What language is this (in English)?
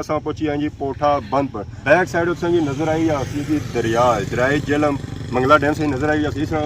Pahari-Potwari